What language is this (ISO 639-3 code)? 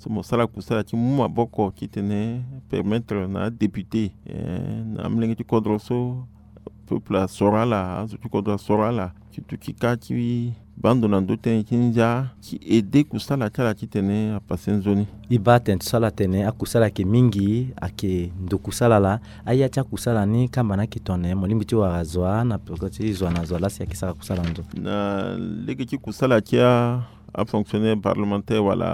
sag